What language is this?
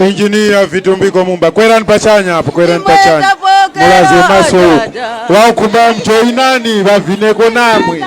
Tumbuka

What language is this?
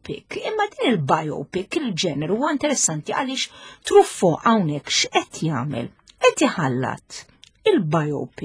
Maltese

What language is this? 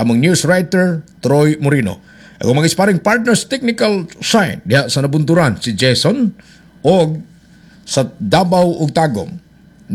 Cebuano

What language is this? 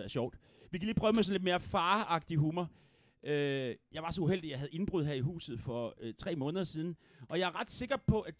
Danish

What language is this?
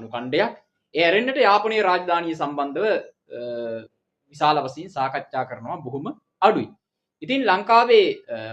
Sinhala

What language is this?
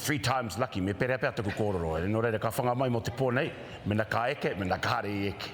Māori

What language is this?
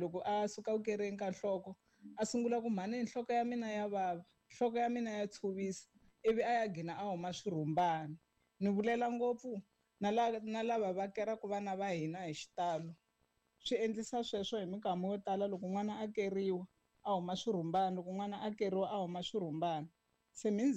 Tsonga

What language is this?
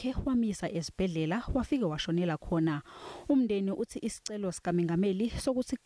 Zulu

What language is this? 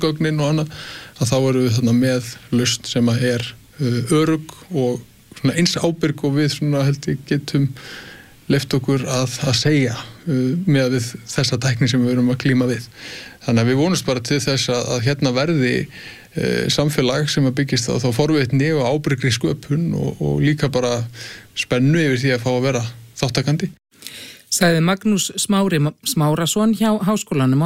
Icelandic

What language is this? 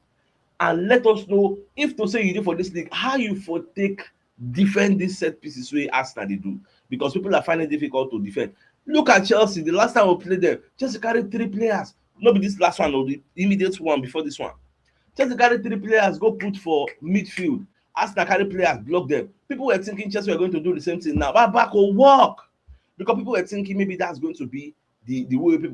Nigerian Pidgin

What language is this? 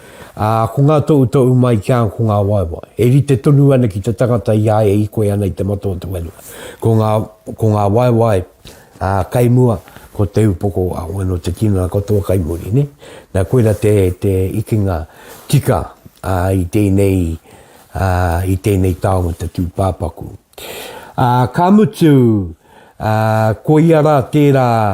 Māori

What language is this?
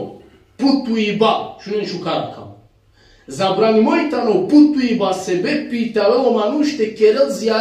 Balkan Romani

